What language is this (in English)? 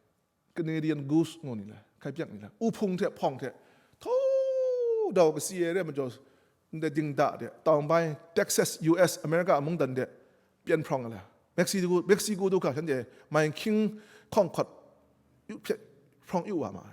Kachin